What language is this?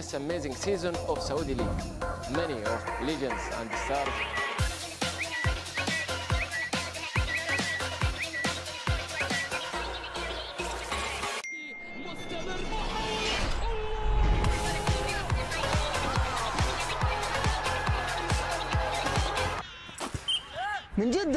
Portuguese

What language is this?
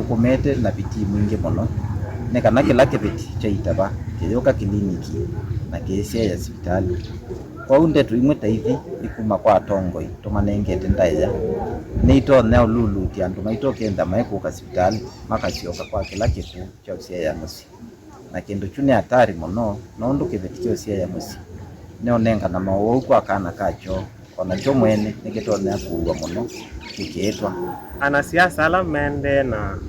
Kamba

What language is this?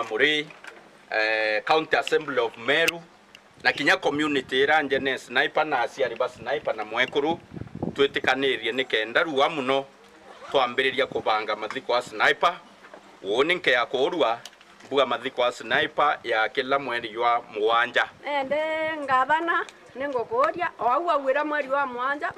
Meru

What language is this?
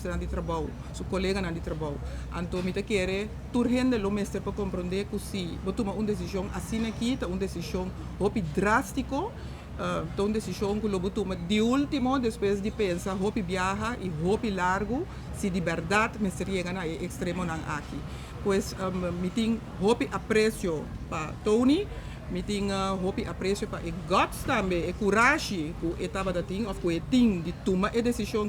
Papiamento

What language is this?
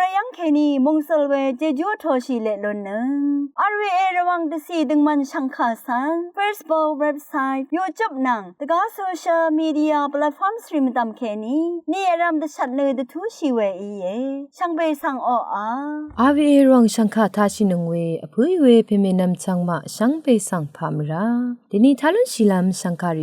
Rawang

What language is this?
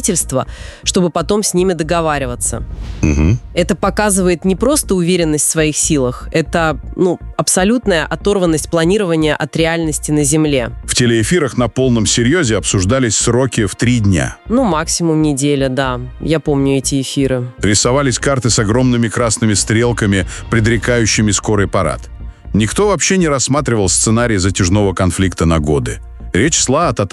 Russian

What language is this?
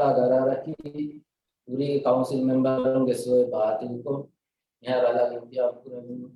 Divehi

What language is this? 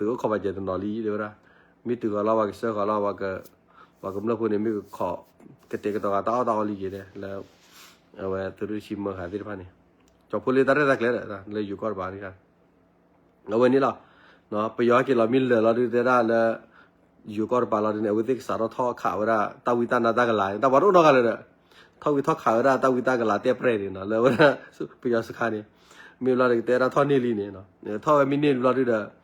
S'gaw Karen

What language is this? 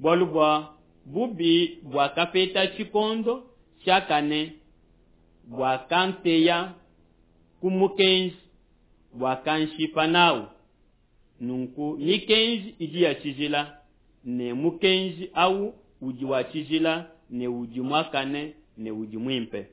Luba-Lulua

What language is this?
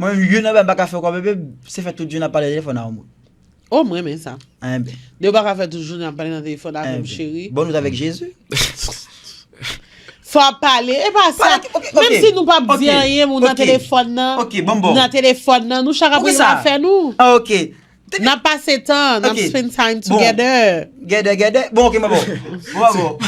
Haitian Creole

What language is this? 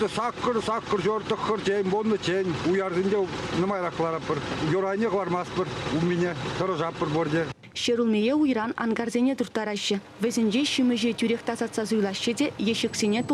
Chuvash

